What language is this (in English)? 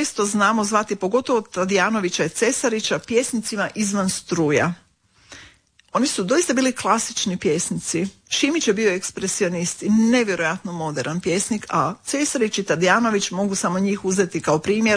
Croatian